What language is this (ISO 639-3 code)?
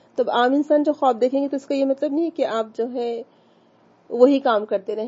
urd